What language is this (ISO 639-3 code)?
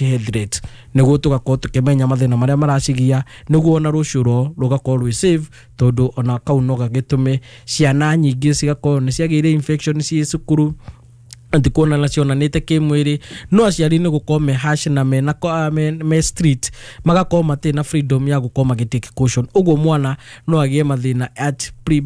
kik